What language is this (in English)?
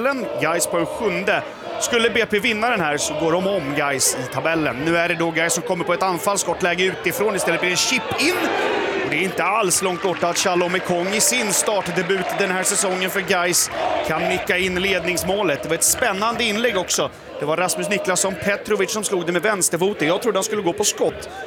Swedish